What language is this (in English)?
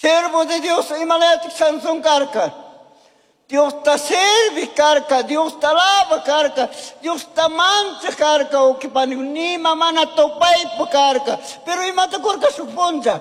Chimborazo Highland Quichua